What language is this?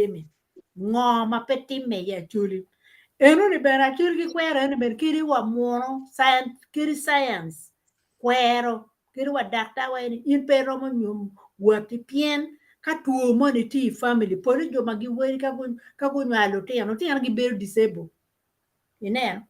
Acoli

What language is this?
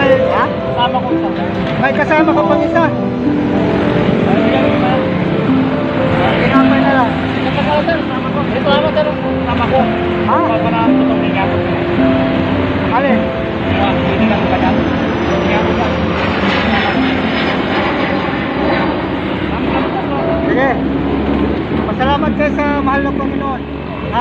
Filipino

